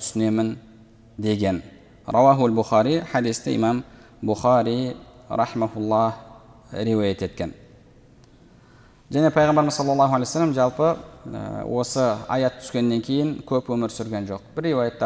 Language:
Kazakh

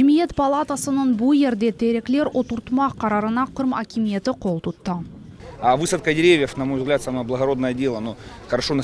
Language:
Crimean Tatar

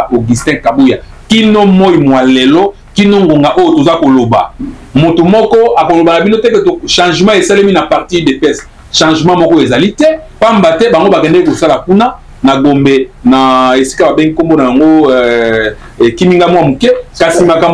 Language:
Lingala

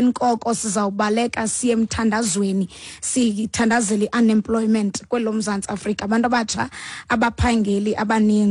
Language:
Xhosa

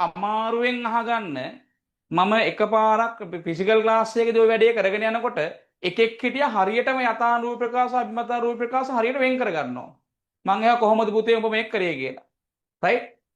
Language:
Sinhala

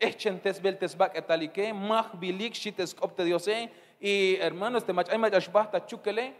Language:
Tzeltal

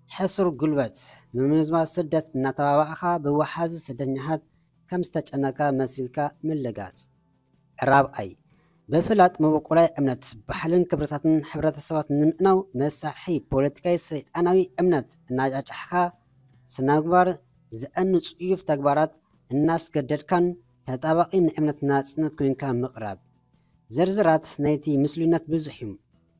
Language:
Tigrinya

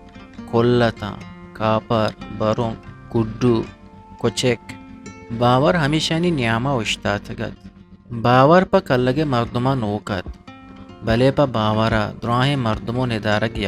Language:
Baluchi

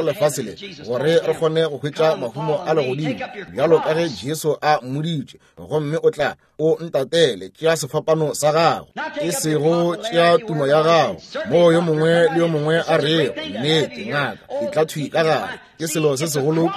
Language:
Northern Sotho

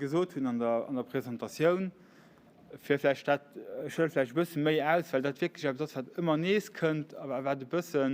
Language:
Luxembourgish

